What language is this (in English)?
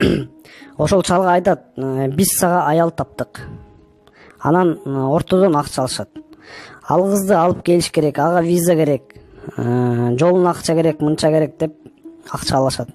Kyrgyz